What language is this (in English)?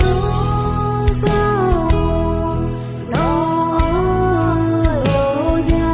Akha